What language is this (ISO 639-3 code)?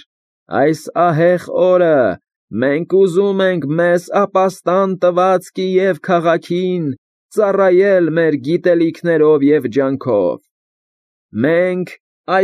hye